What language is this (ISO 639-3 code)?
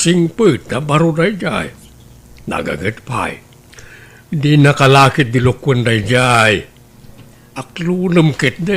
ilo